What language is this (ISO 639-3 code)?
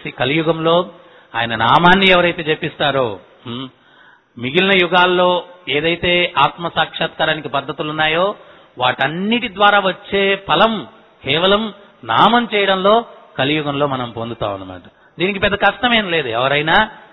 tel